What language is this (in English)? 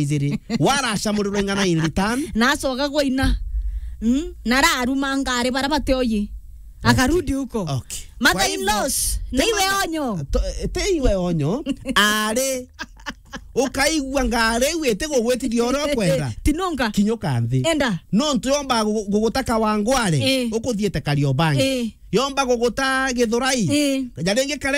Meru